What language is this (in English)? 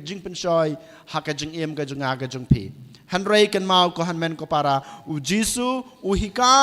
Khasi